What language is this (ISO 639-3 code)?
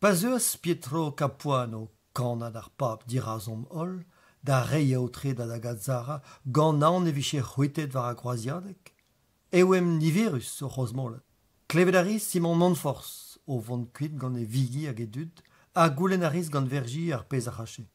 bre